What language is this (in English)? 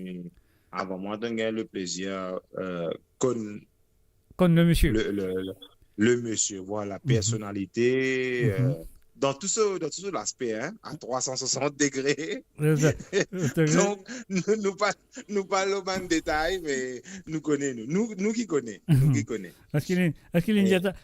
Morisyen